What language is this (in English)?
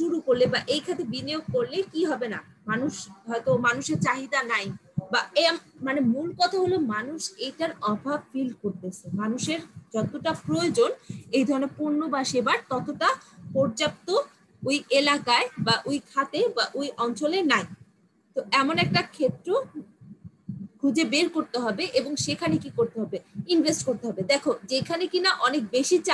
Bangla